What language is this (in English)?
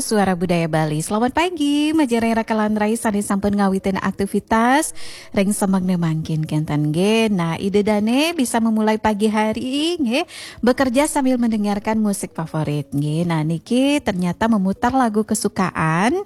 Balinese